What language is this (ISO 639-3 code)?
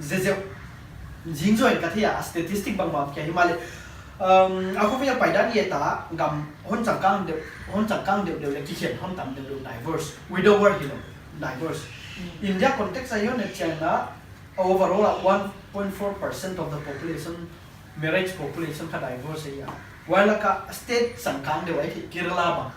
pck